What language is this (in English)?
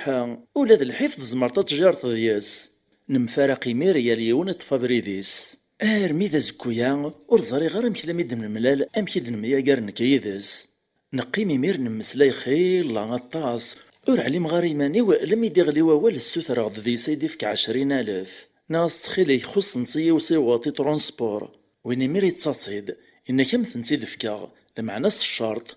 Kabyle